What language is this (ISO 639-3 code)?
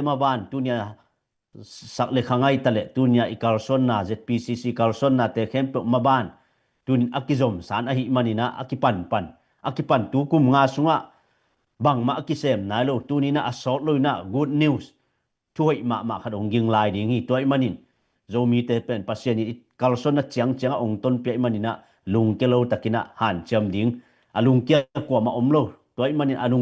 ctd